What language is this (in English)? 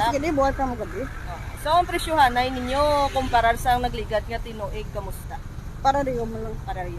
Hiligaynon